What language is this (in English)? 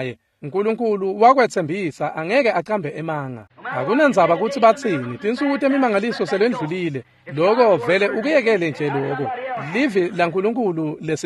Swati